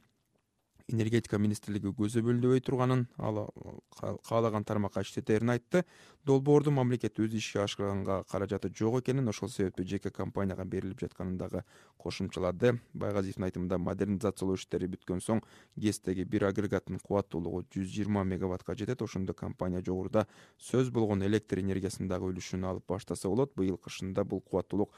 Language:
Kyrgyz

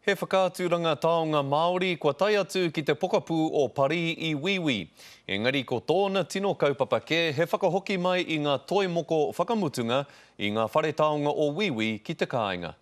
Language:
Māori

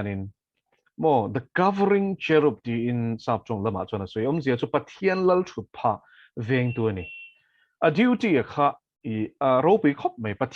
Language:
Mizo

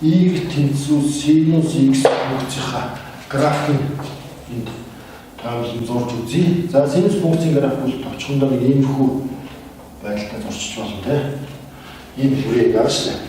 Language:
Mongolian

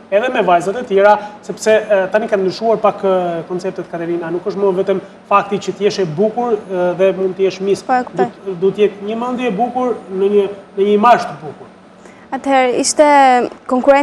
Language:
Albanian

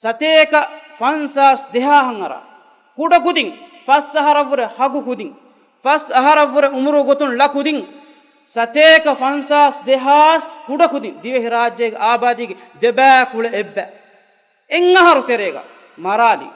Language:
Divehi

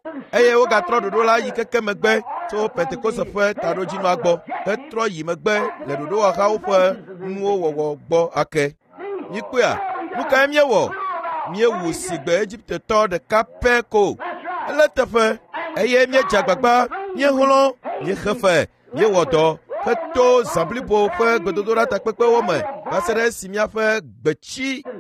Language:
Ewe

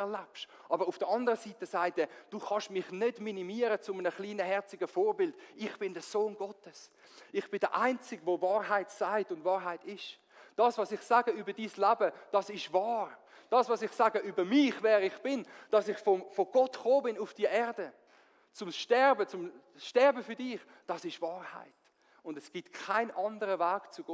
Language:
Swiss German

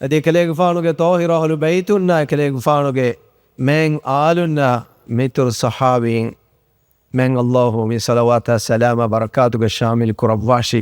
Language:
Divehi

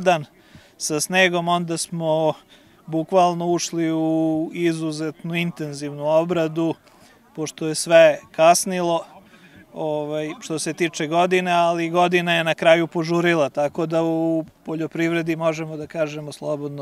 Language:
Serbian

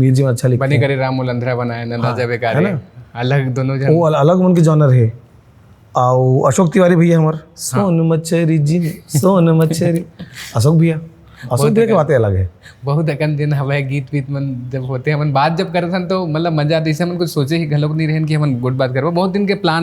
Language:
Chhattisgarhi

